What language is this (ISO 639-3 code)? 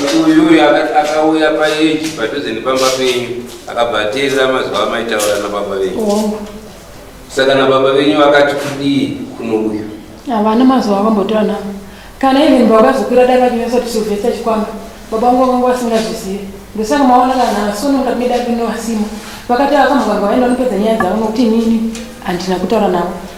sna